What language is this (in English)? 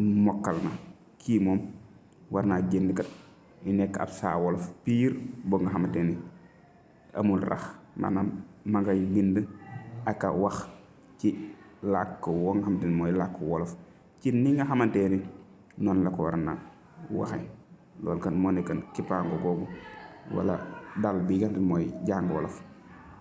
Wolof